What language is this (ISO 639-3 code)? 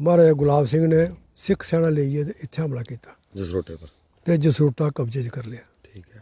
doi